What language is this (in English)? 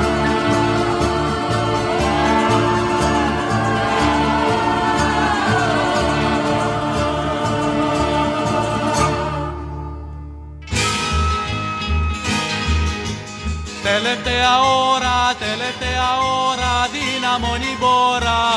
Greek